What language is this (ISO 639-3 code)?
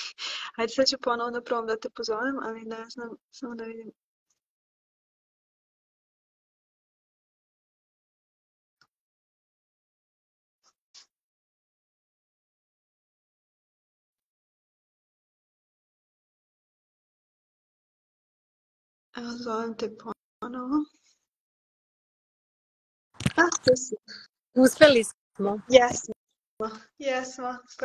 srp